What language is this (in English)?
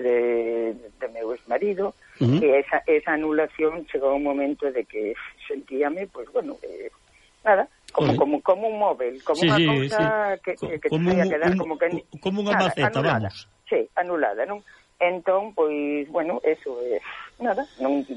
Galician